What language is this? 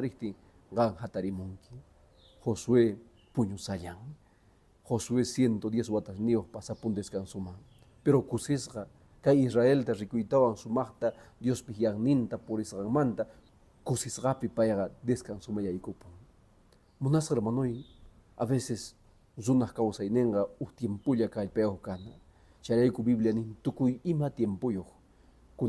Quechua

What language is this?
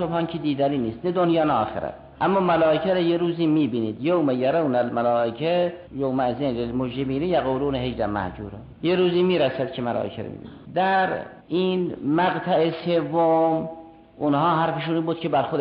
Persian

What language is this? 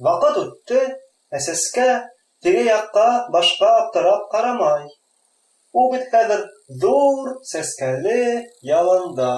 Bashkir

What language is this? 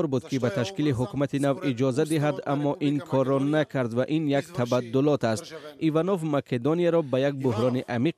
Tajik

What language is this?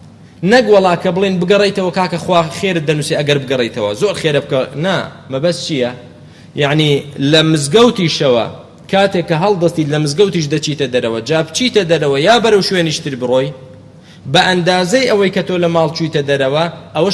Central Kurdish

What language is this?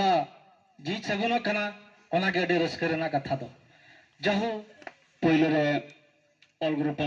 Santali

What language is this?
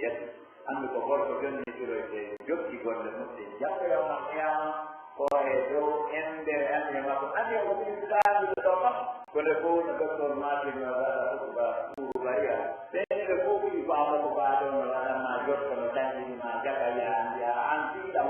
Pular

